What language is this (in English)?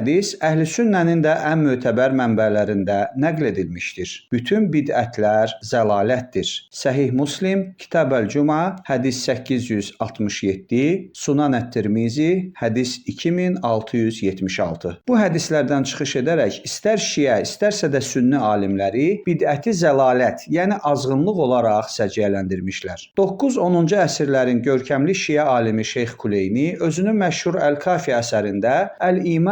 Azerbaijani